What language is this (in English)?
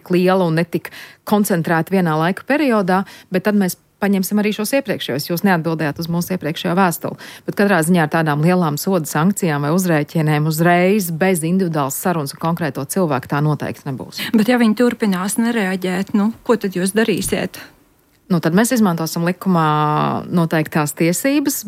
Latvian